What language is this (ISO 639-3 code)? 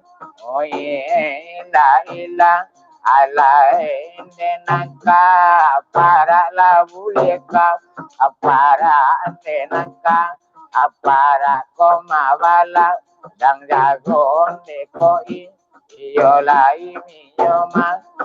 min